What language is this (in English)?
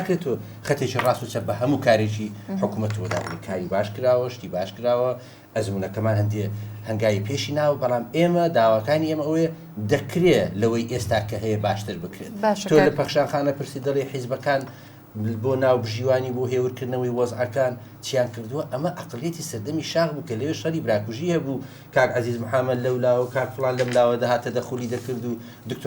Central Kurdish